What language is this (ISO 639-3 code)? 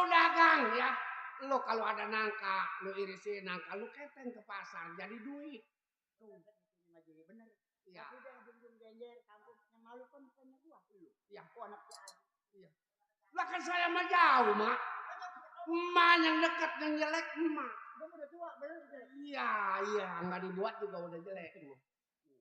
bew